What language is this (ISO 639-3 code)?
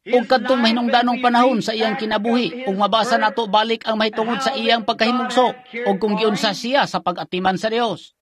ceb